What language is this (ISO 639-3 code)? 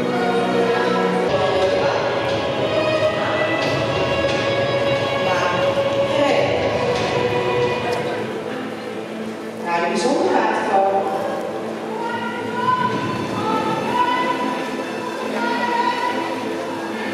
nld